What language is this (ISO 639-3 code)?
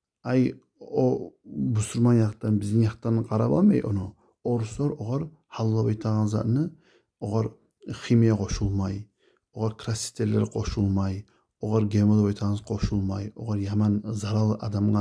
kum